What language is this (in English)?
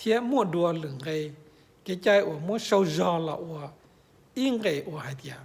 Hmong